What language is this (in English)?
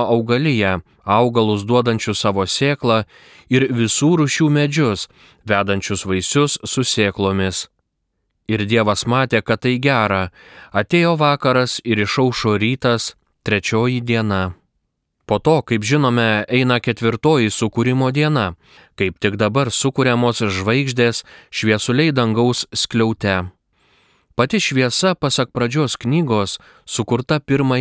Lithuanian